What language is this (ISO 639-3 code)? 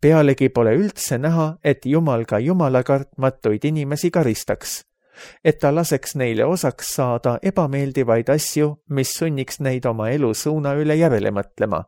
est